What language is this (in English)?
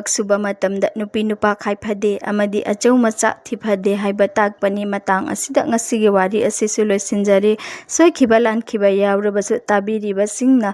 Manipuri